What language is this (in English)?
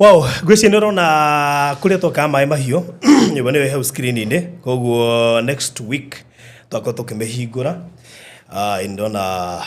Kikuyu